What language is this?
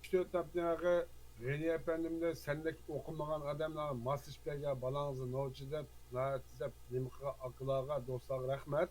Uyghur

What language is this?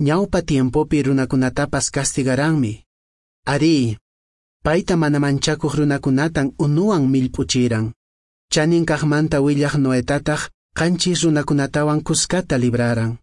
Quechua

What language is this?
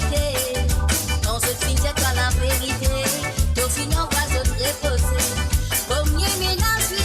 Morisyen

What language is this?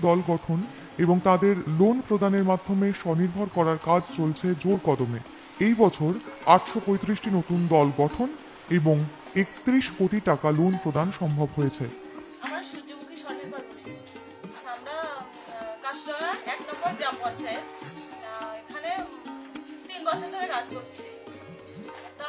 Bangla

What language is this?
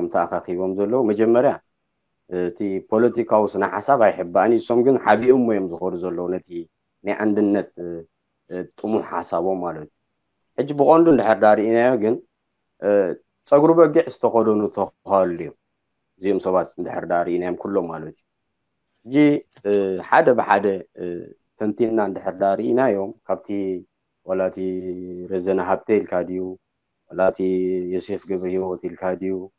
Tigrinya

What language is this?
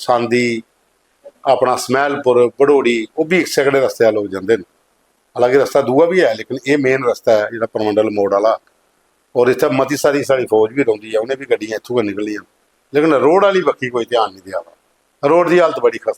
Dogri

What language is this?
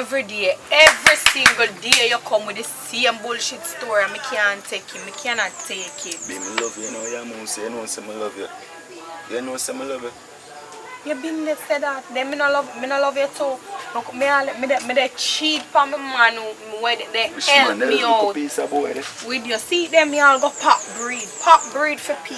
Jamaican Creole English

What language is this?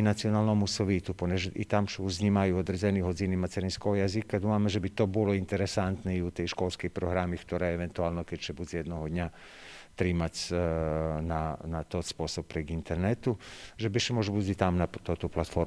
Rusyn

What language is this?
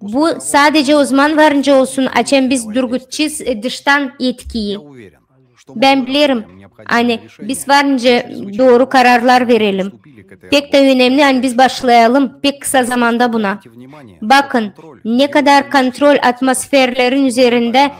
Gagauz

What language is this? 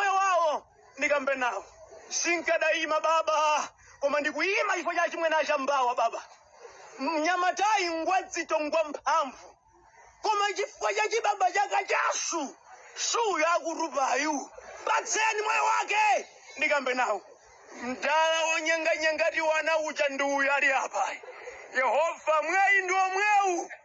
Nyanja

